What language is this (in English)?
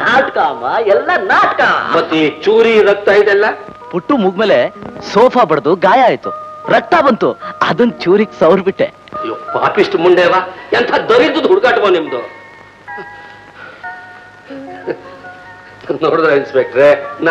Kannada